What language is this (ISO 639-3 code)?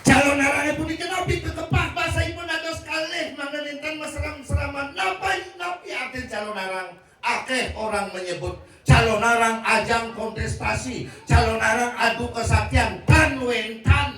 ban